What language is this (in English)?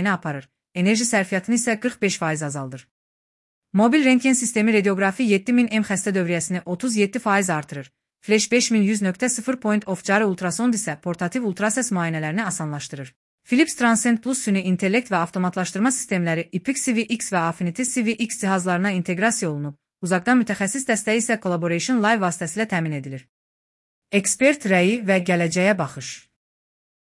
Azerbaijani